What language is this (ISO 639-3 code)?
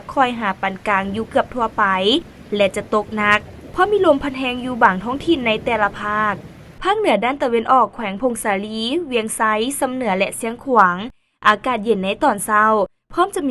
lao